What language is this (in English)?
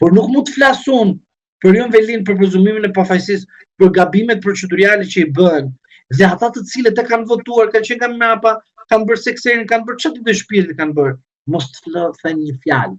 Albanian